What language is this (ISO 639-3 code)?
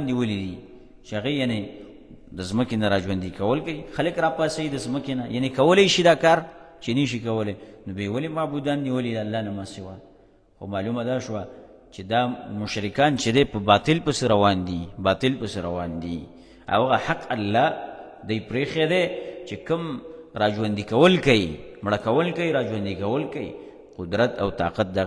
pus